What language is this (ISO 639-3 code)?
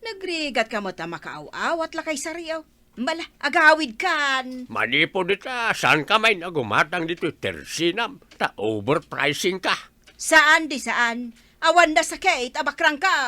ilo